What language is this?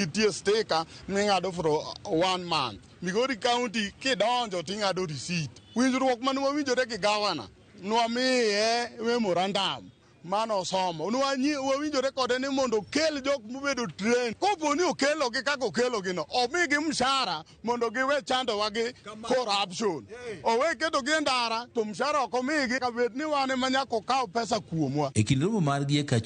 Luo (Kenya and Tanzania)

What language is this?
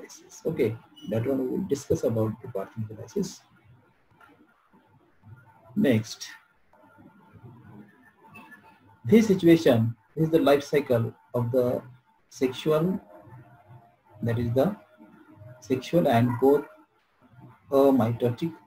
English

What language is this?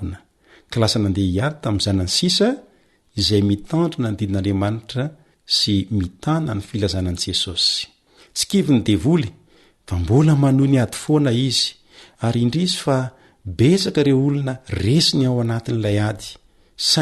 Malagasy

